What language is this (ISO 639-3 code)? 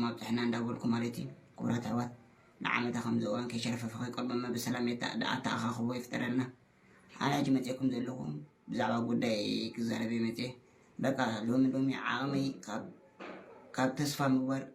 tir